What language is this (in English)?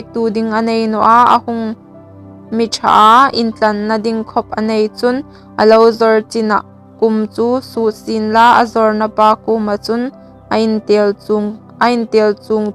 Hmar